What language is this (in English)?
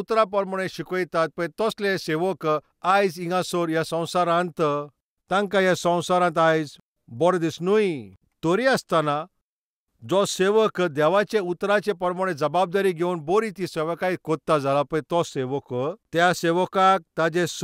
Konkani